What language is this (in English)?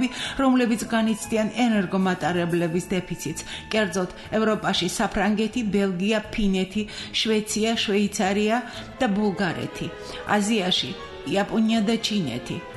Georgian